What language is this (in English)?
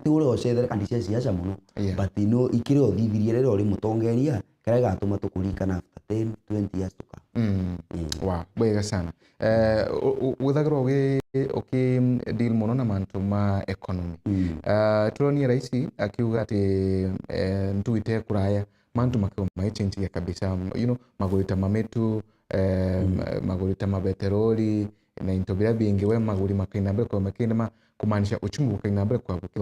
Meru